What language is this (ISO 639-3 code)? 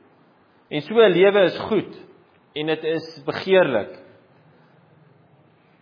afr